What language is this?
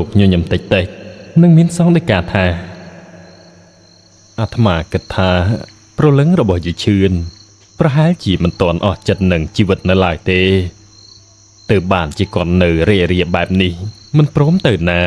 Khmer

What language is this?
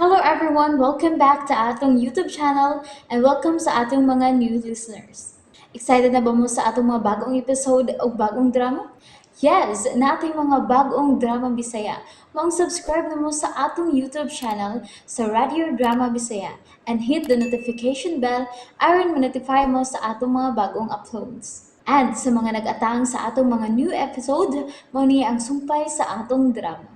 Cebuano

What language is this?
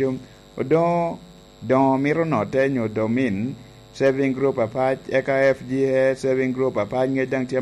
Lango (Uganda)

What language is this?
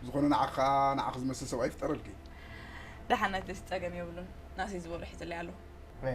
Tigrinya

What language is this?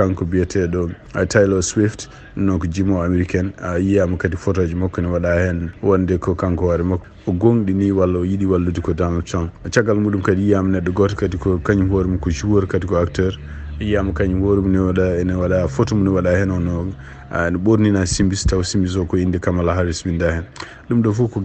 Fula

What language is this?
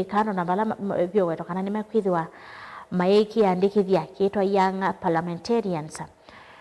Kamba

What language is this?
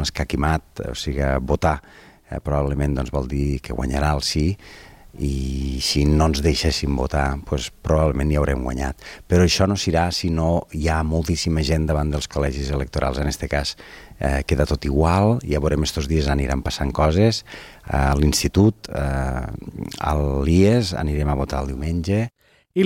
Catalan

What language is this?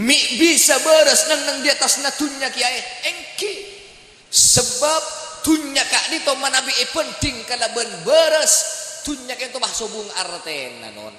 Madurese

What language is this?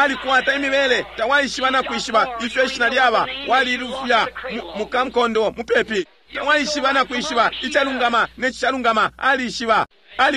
Bemba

